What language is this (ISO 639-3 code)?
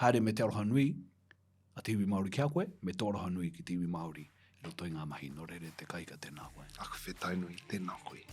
mri